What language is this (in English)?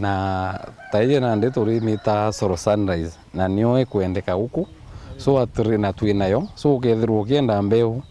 Meru